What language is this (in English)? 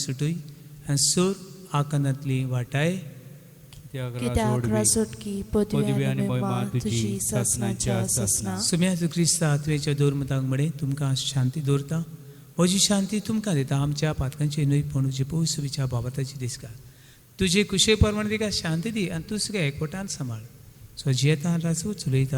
Konkani